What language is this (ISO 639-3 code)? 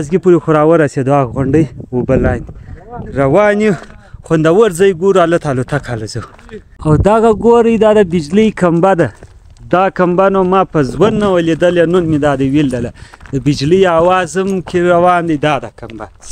pus